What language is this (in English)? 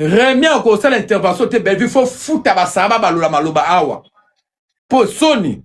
Lingala